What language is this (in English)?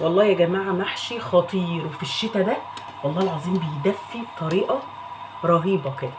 Egyptian Arabic